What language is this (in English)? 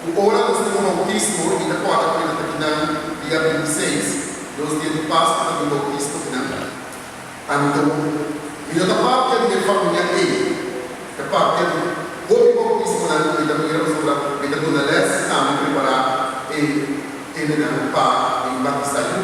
Papiamento